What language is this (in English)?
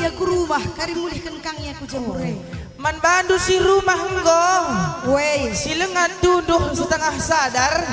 Batak Karo